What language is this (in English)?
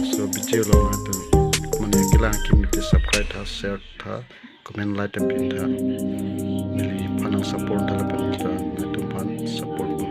Karbi